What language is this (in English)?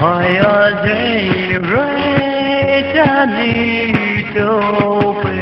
Poumei Naga